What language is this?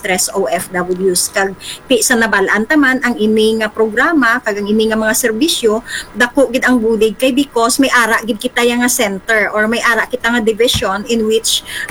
Hiligaynon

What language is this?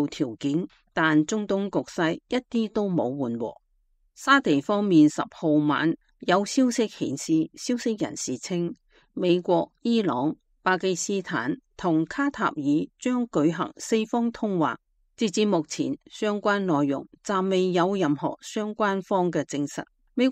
Cantonese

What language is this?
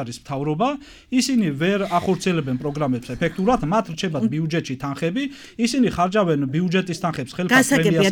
Georgian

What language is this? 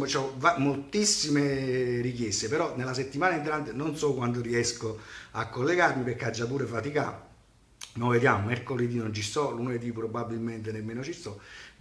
Neapolitan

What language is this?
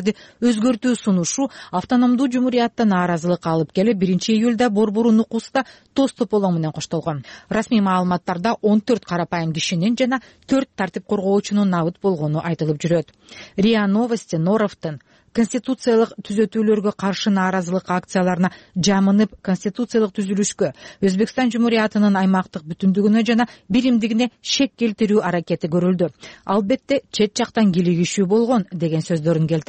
Kyrgyz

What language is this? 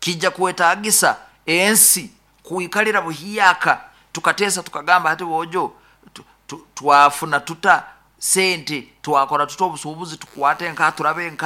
Nyankole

